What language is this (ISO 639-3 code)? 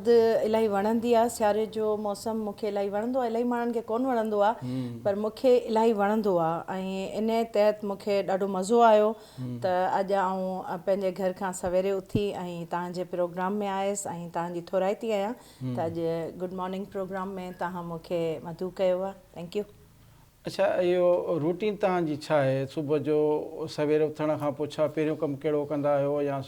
snd